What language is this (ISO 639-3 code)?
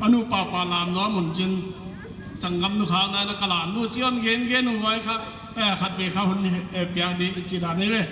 pck